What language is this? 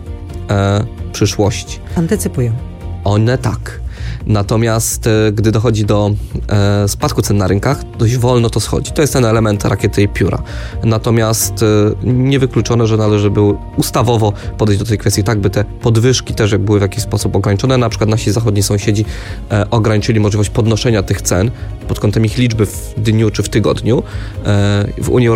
Polish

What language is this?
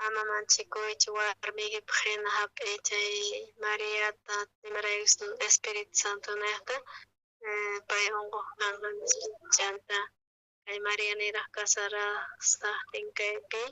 South Bolivian Quechua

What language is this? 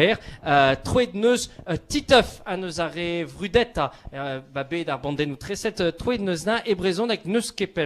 Breton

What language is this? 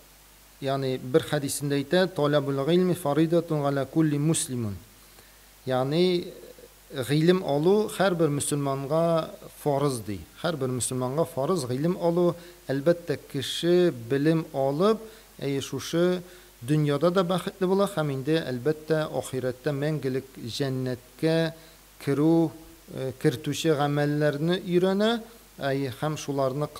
Tatar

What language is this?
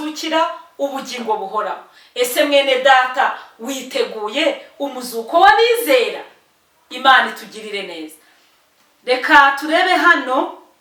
Kinyarwanda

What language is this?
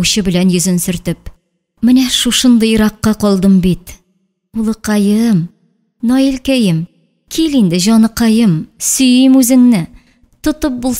Tatar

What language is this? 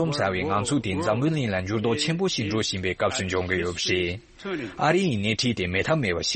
Tibetan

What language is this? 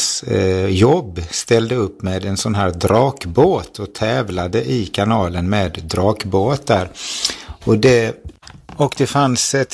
Swedish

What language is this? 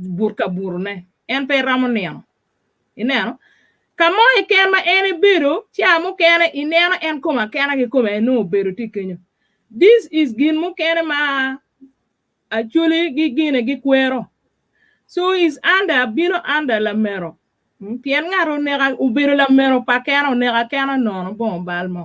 Acoli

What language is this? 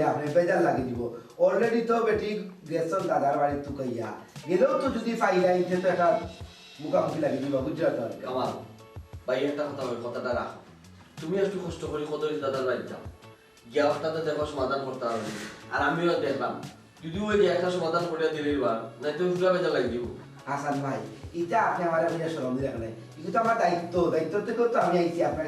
Sylheti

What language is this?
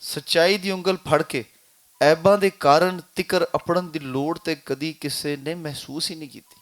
Western Panjabi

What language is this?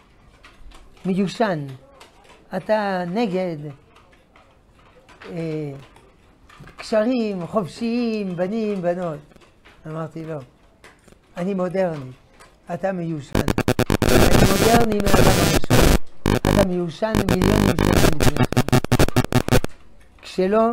Hebrew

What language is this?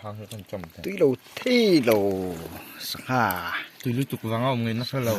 Mizo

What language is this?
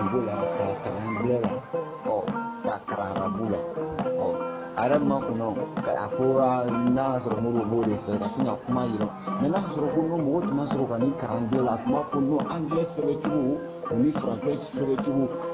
Bambara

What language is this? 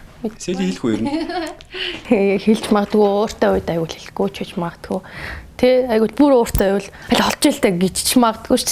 Mongolian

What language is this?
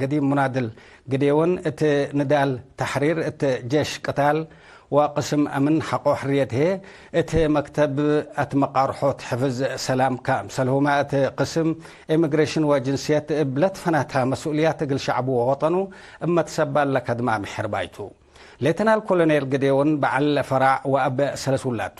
Tigre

